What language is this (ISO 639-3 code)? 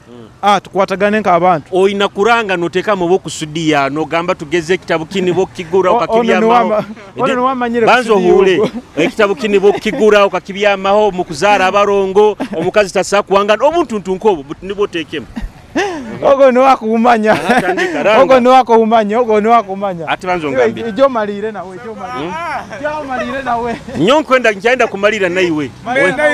nyo